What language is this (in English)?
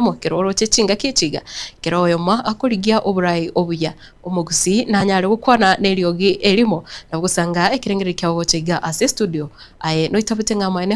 Gusii